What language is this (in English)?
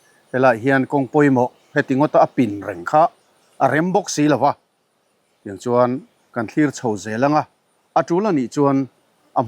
Mizo